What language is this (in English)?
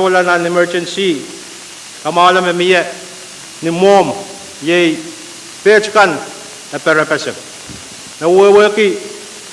Pohnpeian